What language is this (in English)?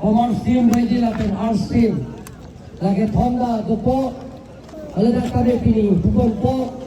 Karbi